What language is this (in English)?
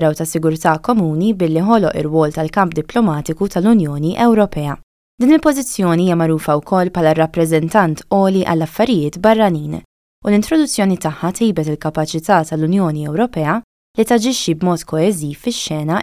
Maltese